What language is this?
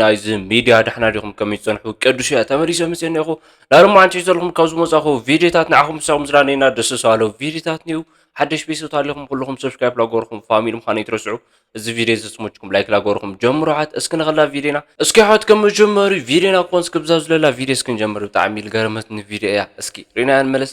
Tigrinya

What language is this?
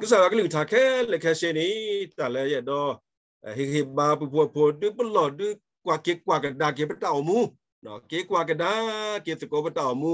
S'gaw Karen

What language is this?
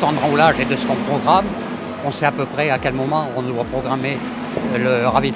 French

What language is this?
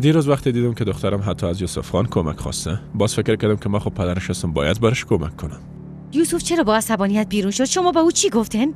Persian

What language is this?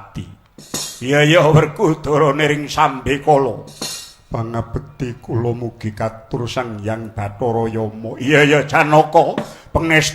Javanese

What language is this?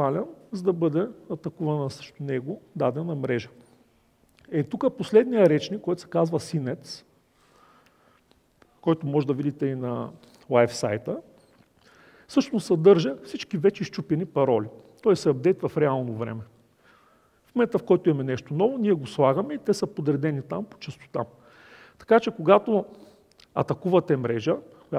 Bulgarian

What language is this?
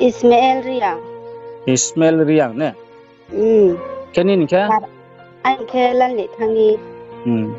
Riang (India)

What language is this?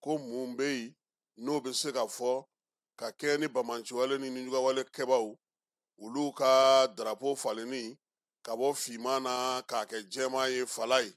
Bambara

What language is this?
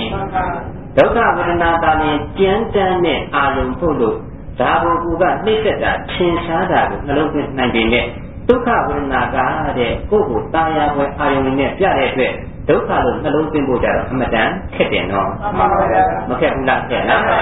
Burmese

